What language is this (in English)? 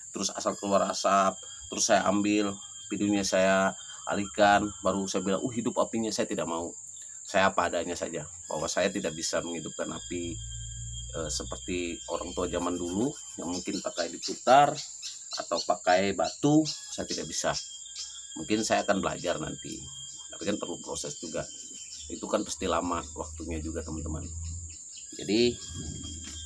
Indonesian